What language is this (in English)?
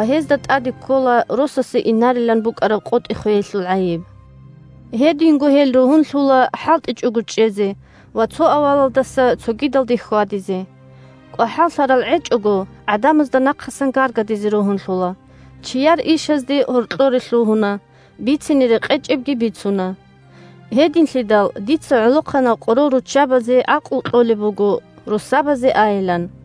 Avaric